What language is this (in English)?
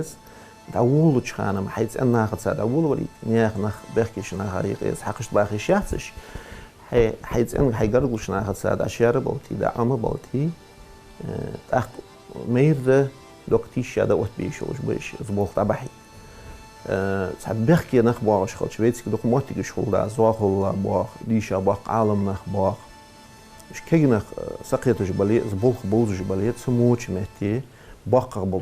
Ingush